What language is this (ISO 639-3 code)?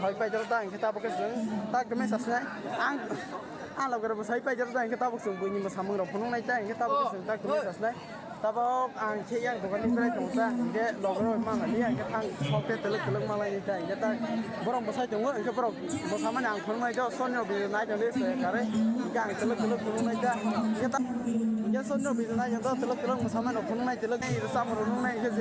trp